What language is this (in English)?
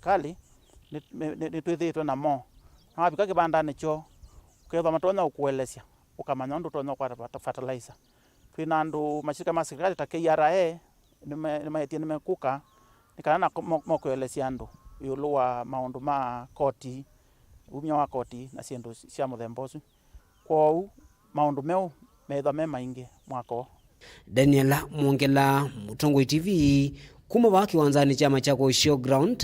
Kamba